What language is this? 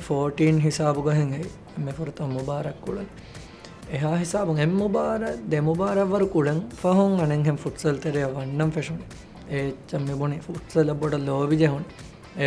Divehi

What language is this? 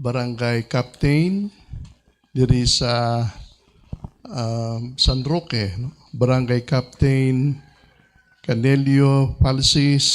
Hiligaynon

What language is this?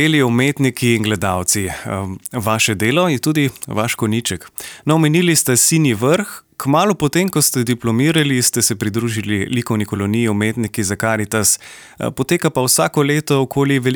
Slovenian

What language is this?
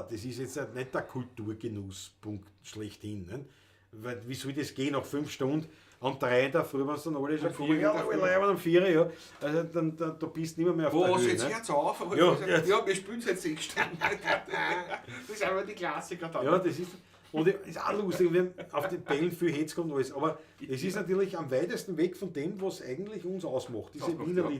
Bavarian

